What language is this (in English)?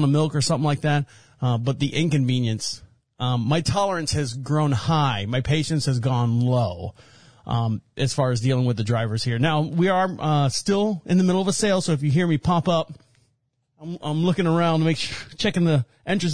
English